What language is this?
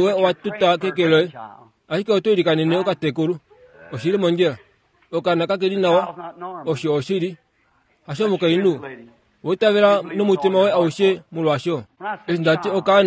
Kuanyama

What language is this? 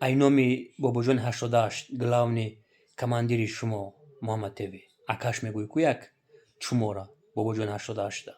Tajik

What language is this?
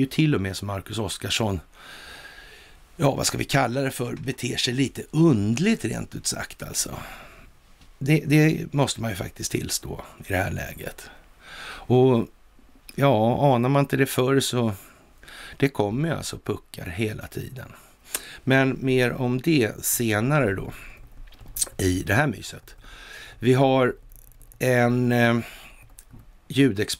Swedish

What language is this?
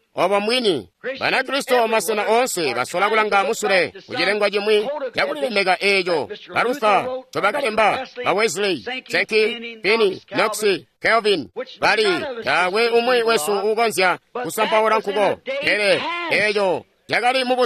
Tonga (Zambia)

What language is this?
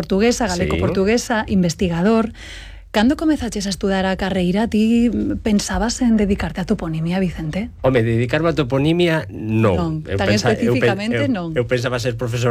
Galician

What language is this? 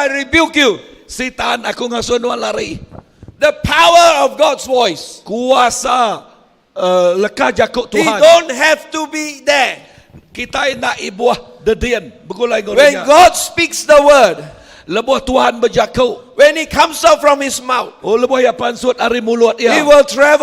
Iban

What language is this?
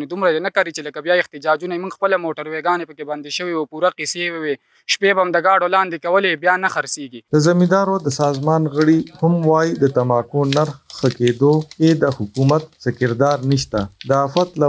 Pashto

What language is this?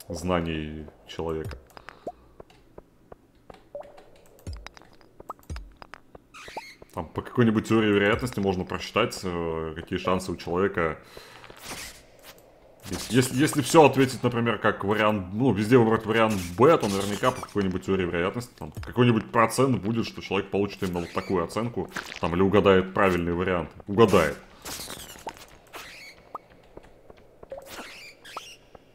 Russian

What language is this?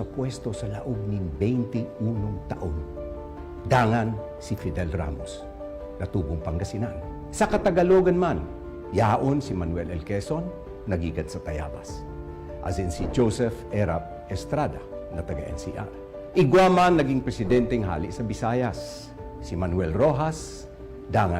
Bikol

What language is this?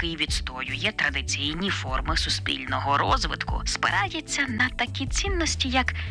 Ukrainian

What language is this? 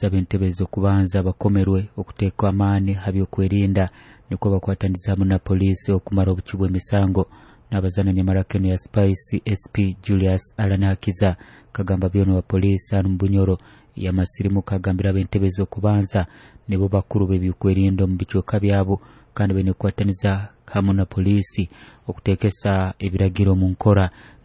Nyoro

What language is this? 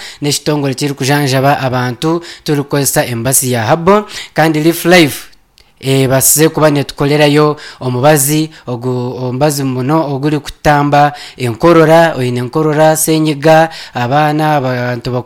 Nyankole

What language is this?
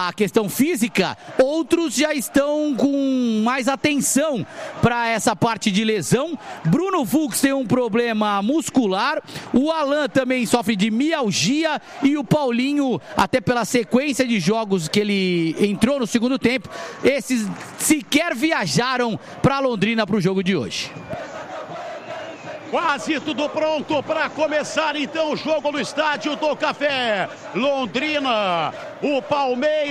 Portuguese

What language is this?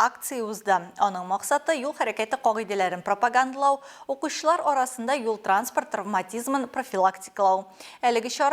Tatar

